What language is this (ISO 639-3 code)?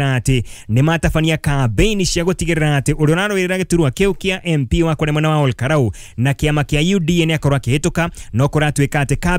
kik